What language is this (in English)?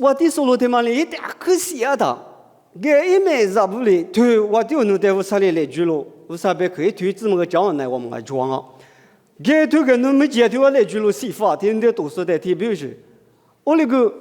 Lisu